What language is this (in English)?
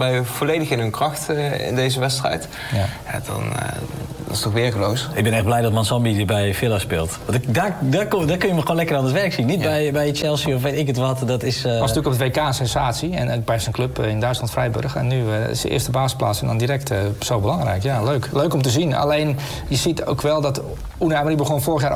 Dutch